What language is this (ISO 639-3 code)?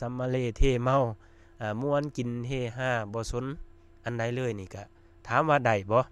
lao